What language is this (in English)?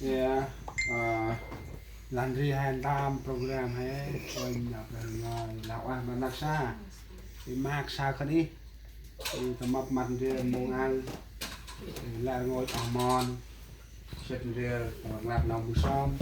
Central Mnong